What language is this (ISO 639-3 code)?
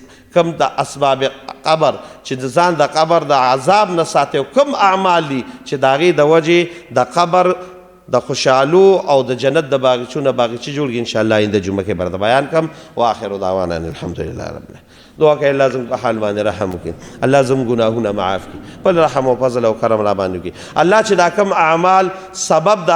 pus